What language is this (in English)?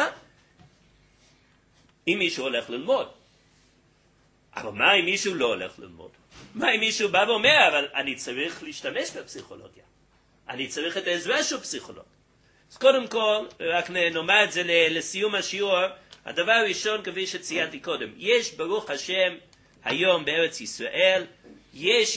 Hebrew